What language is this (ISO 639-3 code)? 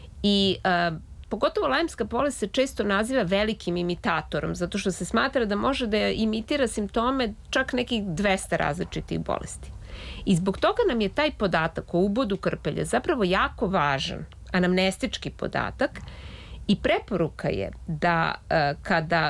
srp